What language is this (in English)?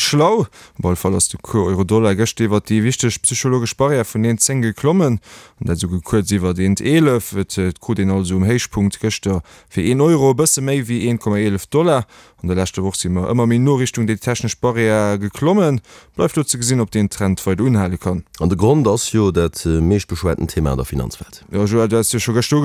Luxembourgish